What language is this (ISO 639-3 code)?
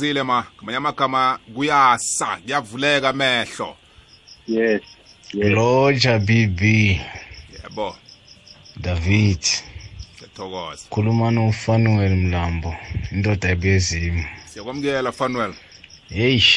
nbl